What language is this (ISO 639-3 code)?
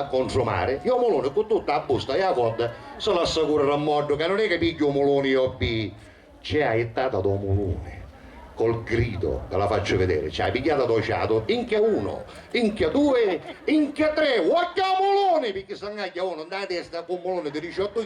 scn